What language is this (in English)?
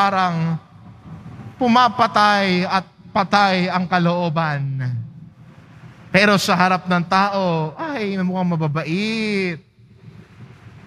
Filipino